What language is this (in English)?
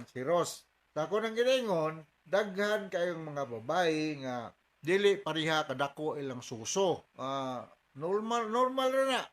Cebuano